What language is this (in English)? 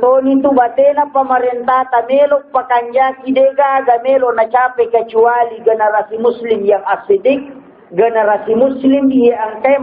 Buginese